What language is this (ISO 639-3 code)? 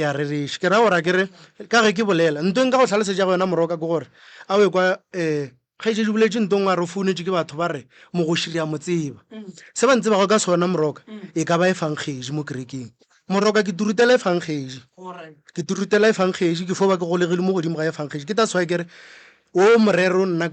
nso